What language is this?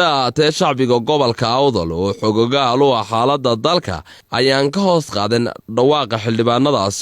Somali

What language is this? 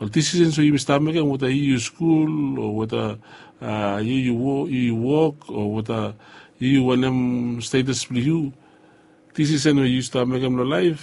Bislama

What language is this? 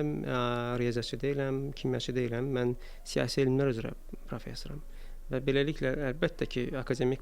Azerbaijani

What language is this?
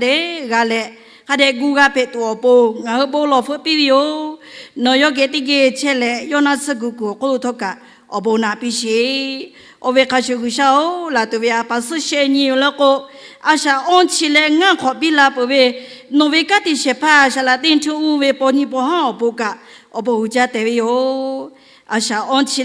Lahu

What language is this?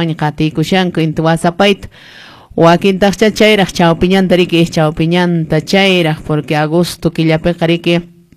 Quechua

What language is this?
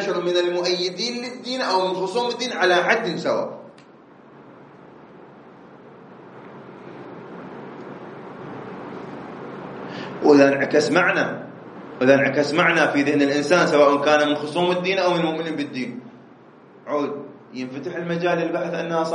Arabic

